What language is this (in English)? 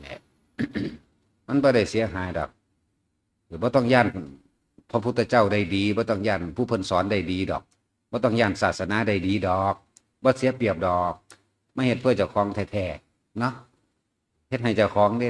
Lao